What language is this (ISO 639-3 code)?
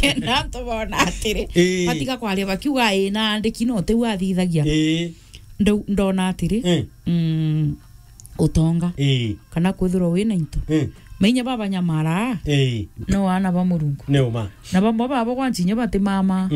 mer